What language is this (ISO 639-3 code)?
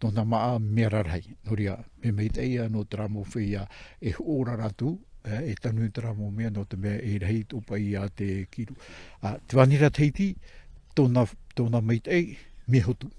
tah